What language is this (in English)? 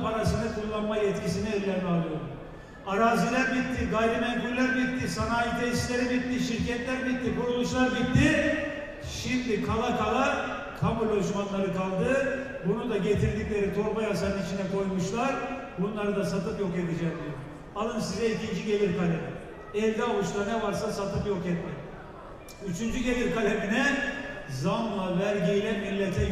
Turkish